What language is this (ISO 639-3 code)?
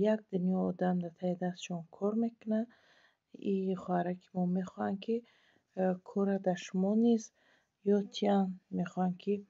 tgk